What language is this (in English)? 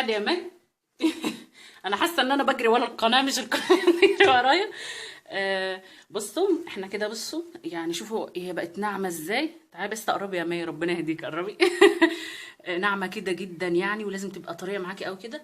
Egyptian Arabic